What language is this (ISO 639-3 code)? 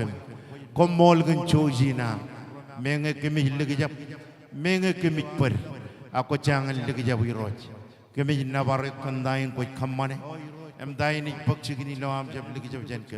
mah